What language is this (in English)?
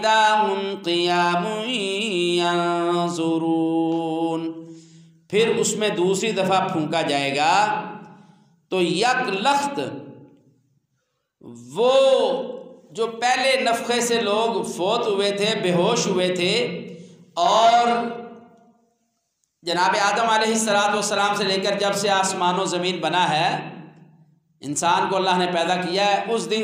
Urdu